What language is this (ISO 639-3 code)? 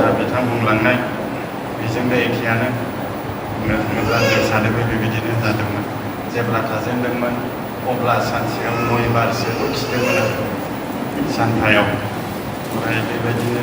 brx